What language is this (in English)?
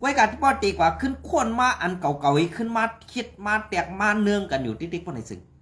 Shan